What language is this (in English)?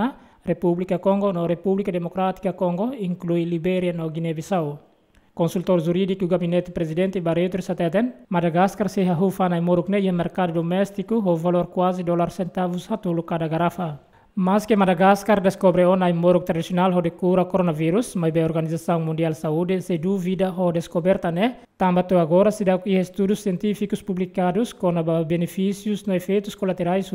Tetum